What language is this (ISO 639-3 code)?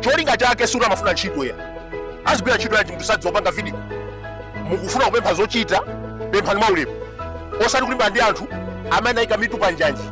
nya